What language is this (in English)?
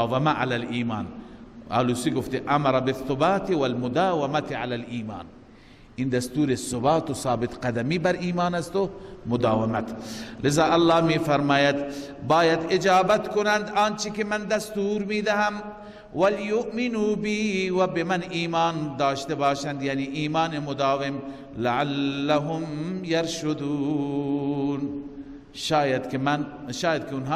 Persian